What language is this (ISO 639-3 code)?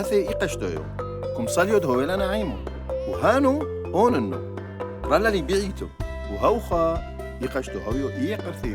tru